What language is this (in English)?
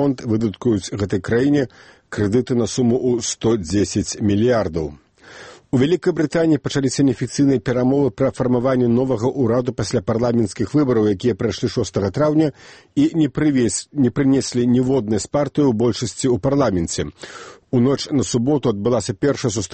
Belarusian